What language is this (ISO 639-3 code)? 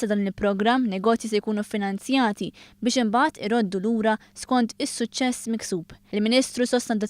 mlt